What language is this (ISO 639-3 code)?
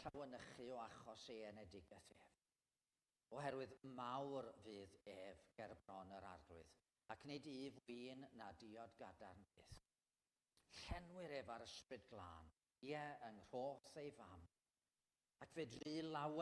cym